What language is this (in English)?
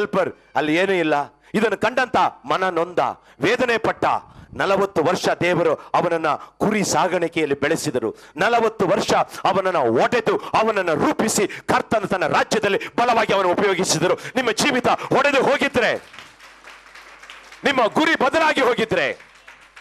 Kannada